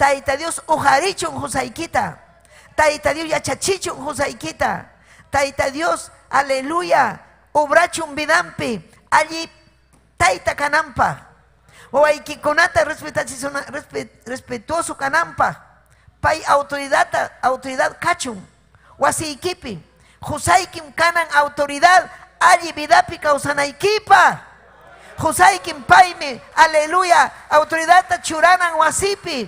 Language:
Ayacucho Quechua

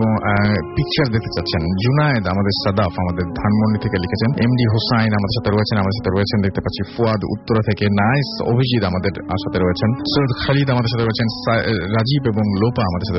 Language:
Bangla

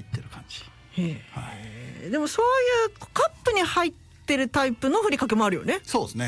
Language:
Japanese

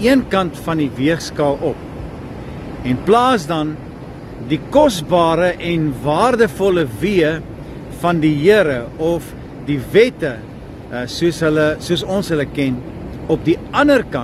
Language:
Afrikaans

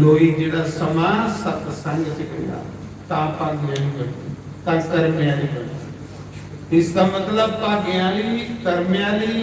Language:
Dogri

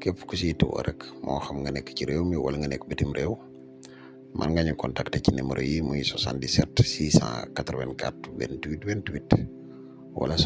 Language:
Wolof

